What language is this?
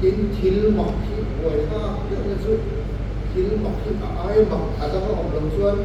Mizo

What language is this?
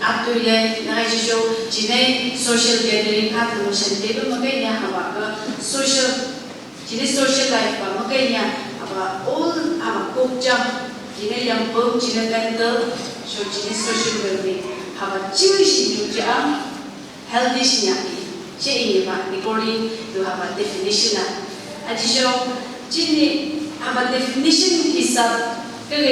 Phom Naga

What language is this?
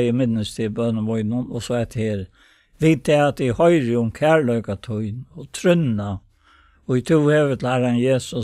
Faroese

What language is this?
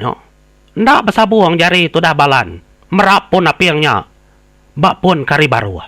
Iban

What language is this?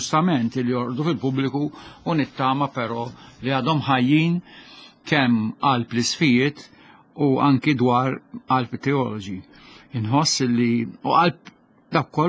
Maltese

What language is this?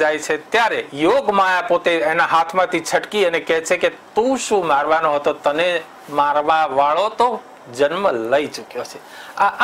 Gujarati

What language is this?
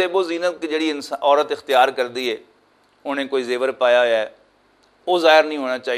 Western Panjabi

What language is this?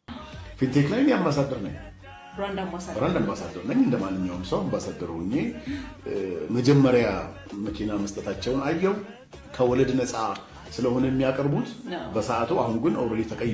Amharic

